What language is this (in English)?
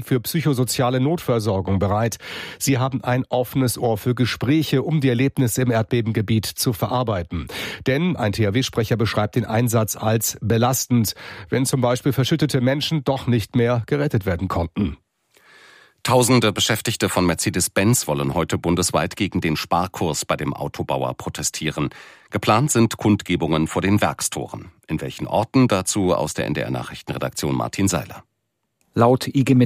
German